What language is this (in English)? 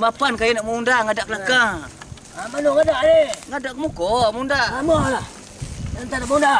Minangkabau